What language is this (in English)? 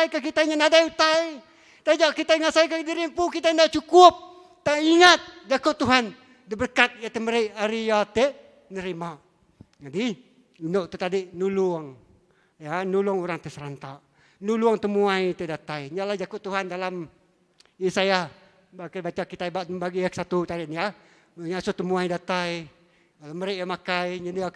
Iban